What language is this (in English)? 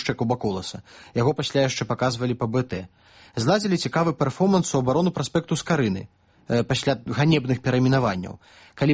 Belarusian